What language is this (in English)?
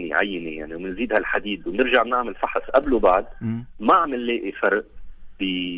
North Levantine Arabic